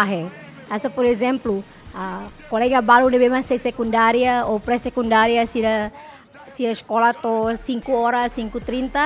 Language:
Tetum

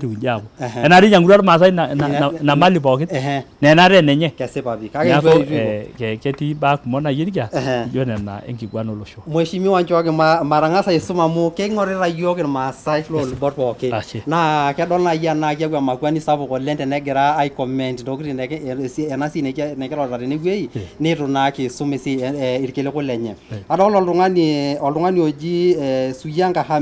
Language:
Masai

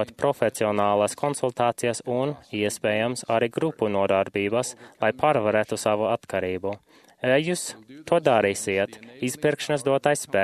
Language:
Latvian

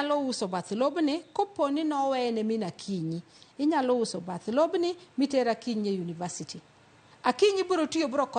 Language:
Luo (Kenya and Tanzania)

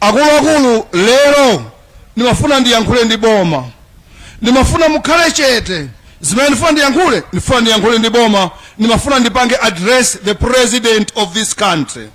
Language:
Nyanja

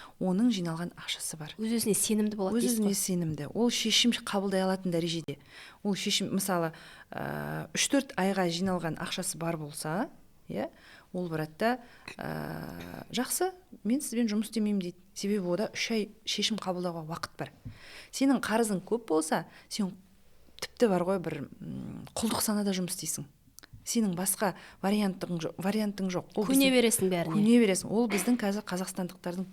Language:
Kazakh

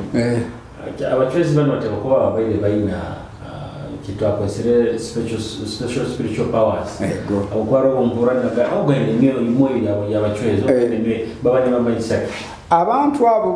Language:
Nyoro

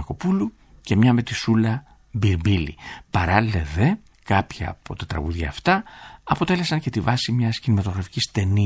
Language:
Greek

